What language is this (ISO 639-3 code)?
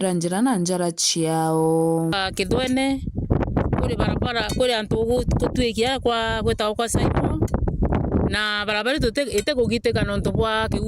mer